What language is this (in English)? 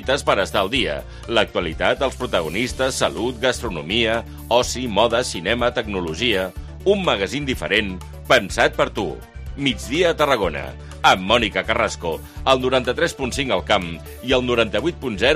Catalan